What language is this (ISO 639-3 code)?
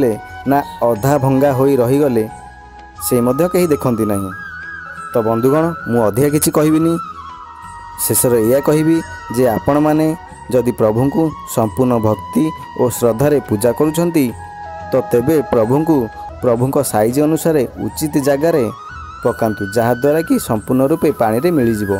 ori